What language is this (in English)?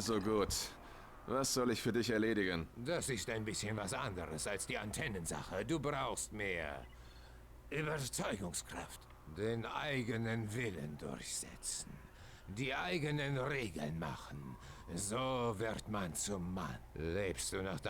Swiss German